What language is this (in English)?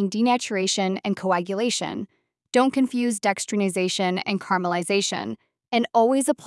English